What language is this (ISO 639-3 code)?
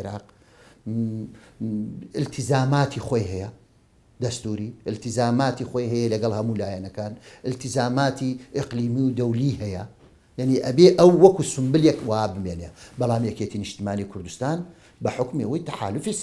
ckb